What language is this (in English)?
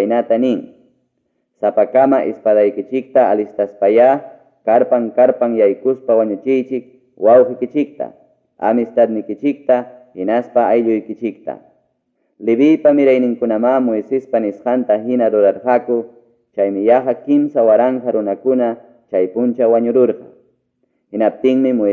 Ayacucho Quechua